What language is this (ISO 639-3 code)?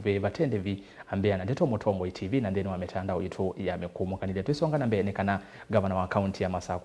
kam